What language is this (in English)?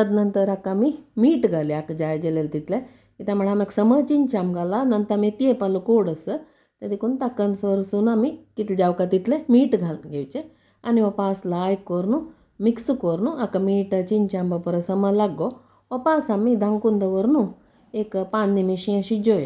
Konkani